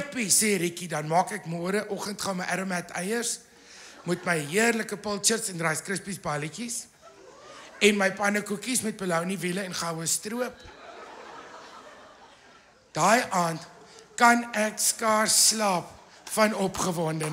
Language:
Afrikaans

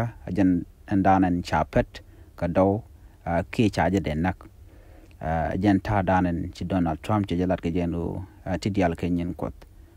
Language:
Nuer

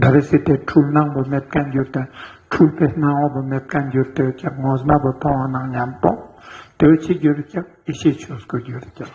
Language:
Ladakhi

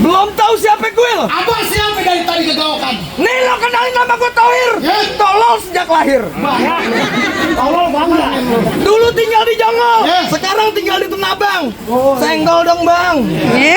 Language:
Betawi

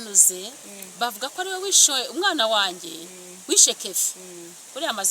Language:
Kinyarwanda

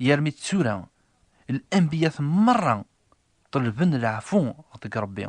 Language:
Kabyle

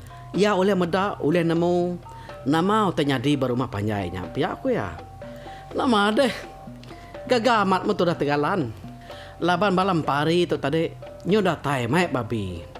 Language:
Iban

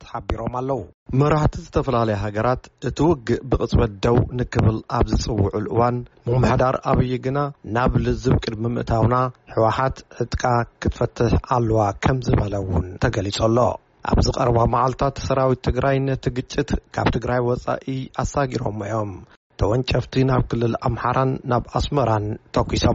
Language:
Tigrinya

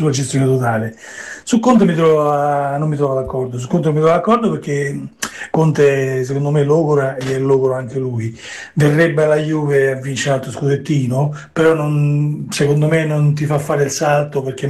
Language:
Italian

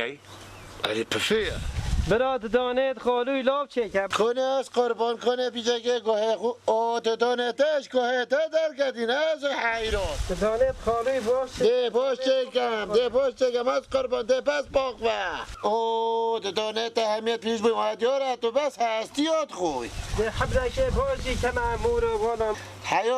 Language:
Kurdish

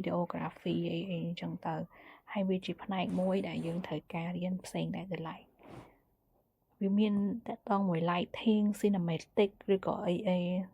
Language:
Khmer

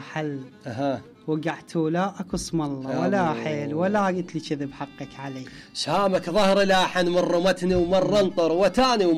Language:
Mesopotamian Arabic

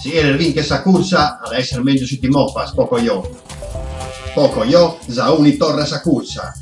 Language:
Sardinian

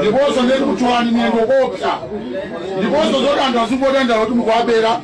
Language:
Nyanja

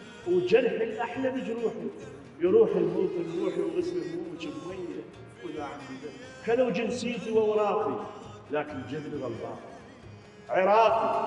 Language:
Mesopotamian Arabic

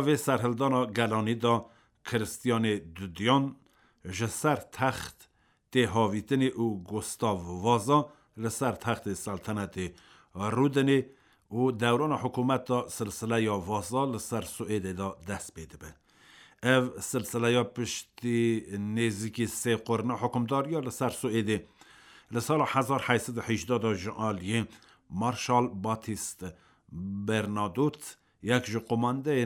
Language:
Kurdish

